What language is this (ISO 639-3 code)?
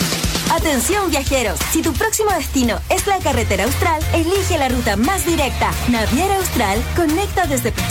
spa